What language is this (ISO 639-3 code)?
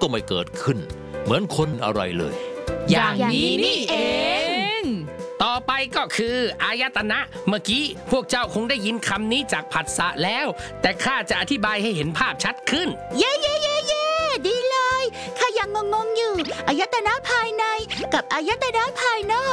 tha